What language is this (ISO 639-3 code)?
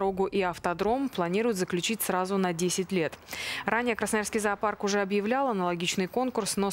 rus